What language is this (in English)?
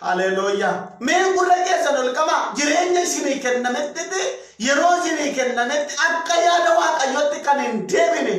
Oromo